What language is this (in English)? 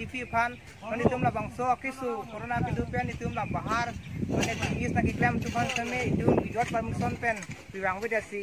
Karbi